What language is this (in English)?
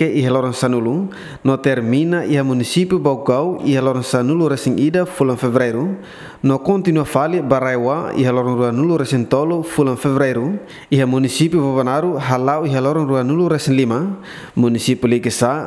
Tetum